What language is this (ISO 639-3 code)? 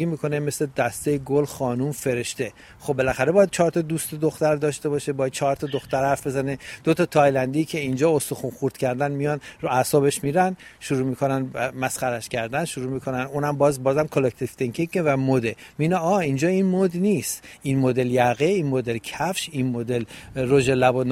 fas